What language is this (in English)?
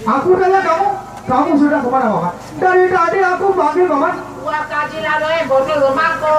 Sasak